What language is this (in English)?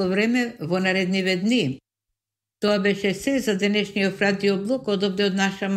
Macedonian